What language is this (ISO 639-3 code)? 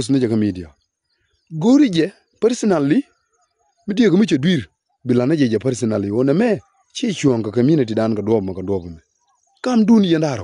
nus